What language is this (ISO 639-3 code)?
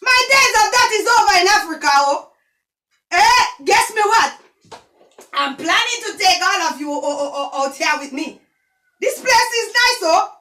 jam